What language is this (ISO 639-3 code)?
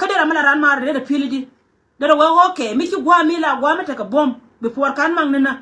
nus